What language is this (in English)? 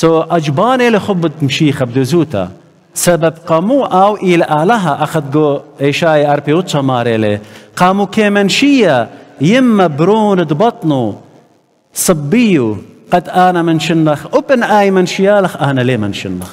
Assyrian Neo-Aramaic